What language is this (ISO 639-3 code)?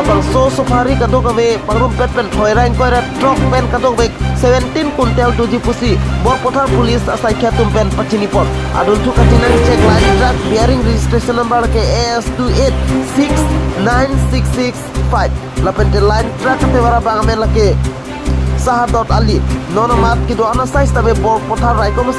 mjw